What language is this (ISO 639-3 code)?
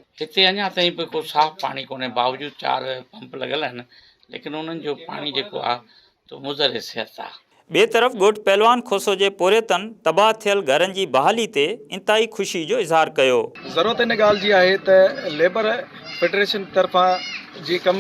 snd